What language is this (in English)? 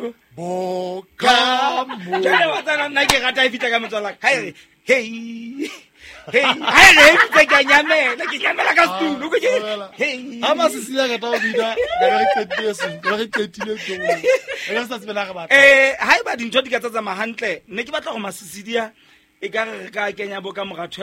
Southern Sotho